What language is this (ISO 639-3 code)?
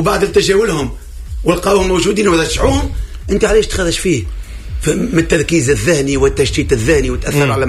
aeb